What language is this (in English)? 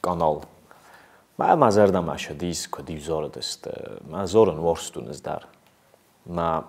Ossetic